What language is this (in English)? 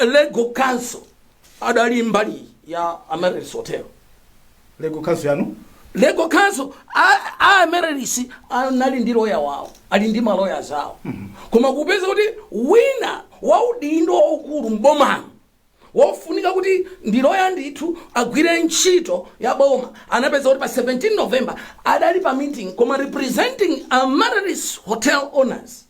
Nyanja